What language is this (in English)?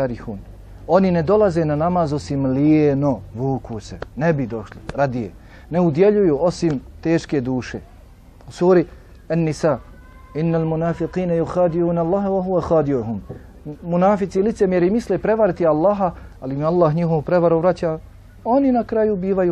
Bosnian